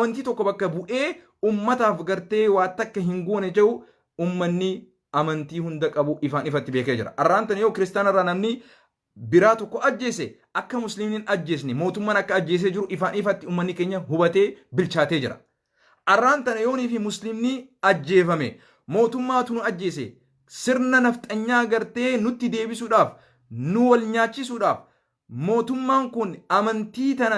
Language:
Oromo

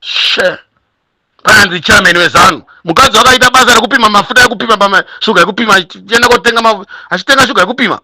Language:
Shona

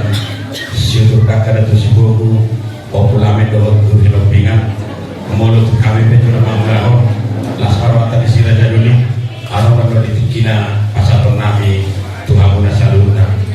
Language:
Batak Toba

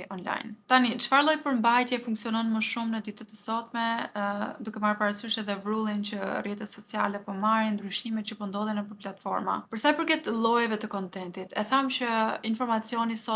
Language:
Albanian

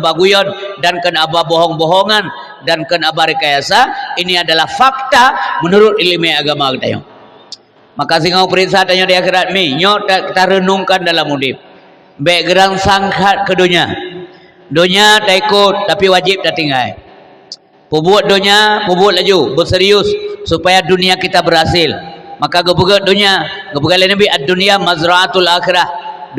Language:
Achinese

